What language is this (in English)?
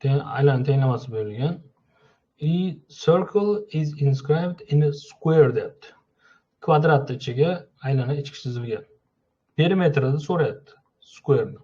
Uzbek